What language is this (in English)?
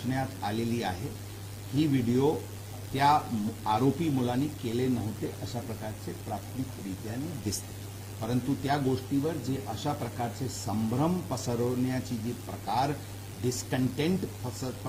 Marathi